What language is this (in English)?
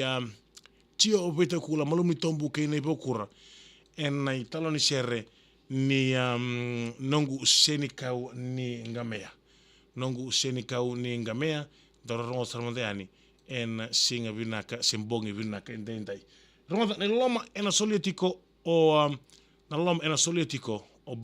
Fijian